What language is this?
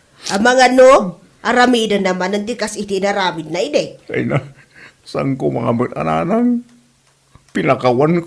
Iloko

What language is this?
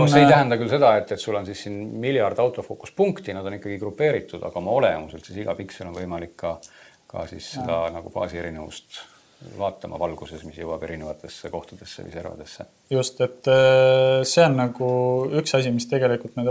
Estonian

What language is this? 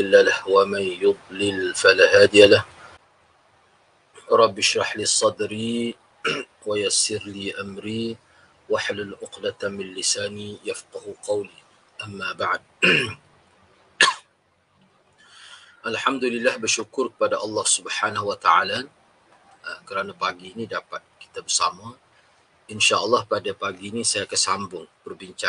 Malay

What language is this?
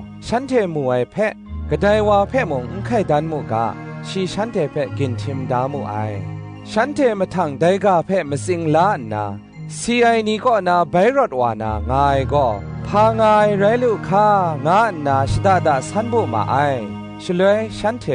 Kachin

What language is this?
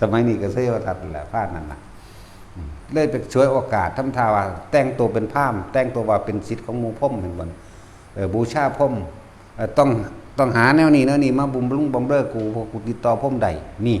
Northeastern Thai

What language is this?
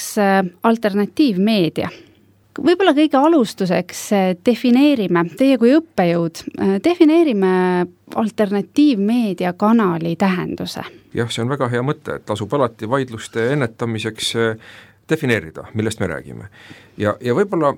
Estonian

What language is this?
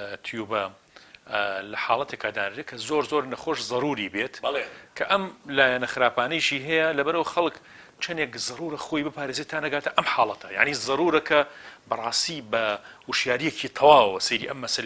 Central Kurdish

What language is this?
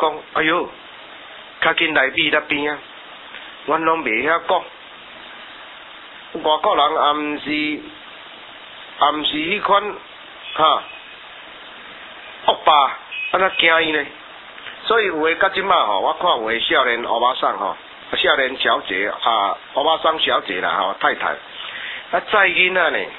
Min Nan Chinese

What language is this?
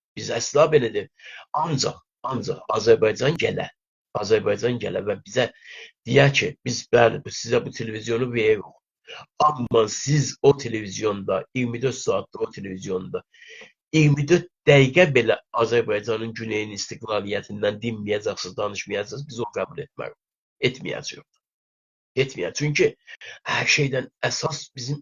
South Azerbaijani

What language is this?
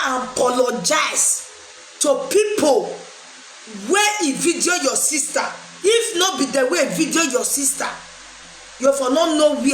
Nigerian Pidgin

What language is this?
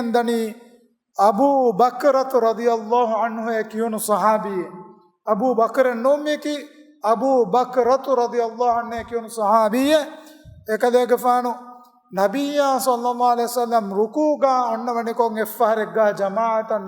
Divehi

